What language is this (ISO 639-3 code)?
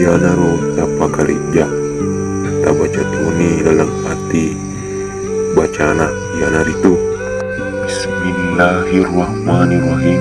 bug